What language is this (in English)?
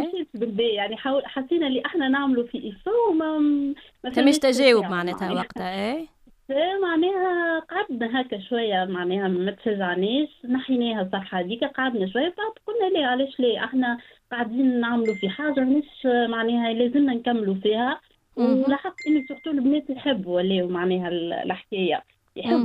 Tunisian Arabic